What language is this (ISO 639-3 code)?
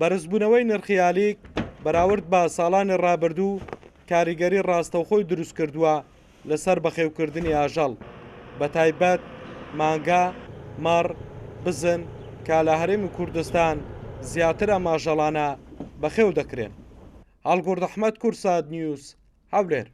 ckb